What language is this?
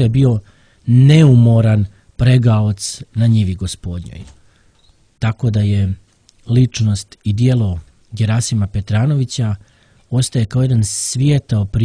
Serbian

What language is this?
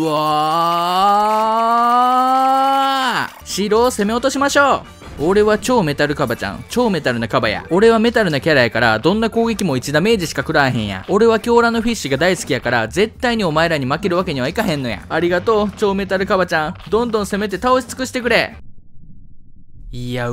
Japanese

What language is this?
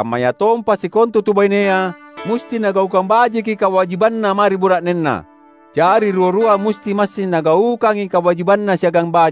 Makasar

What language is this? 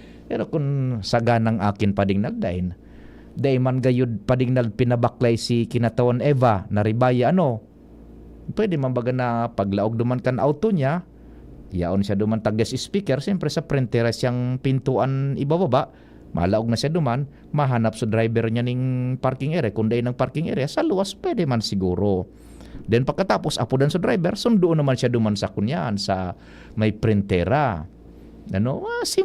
Bikol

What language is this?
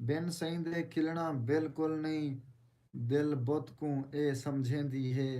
Saraiki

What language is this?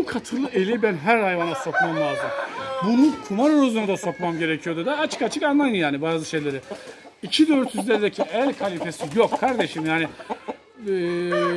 Turkish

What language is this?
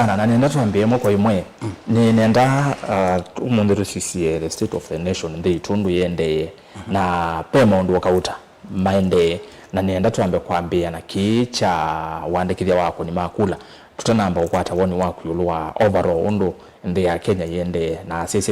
Kamba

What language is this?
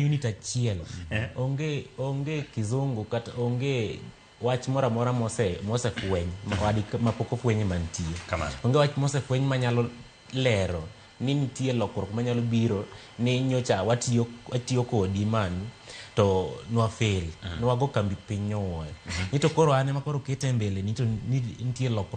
Luo (Kenya and Tanzania)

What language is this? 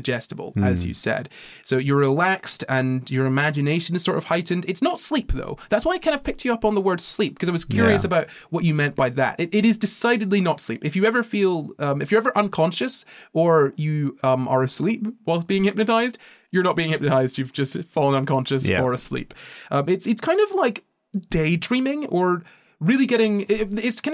English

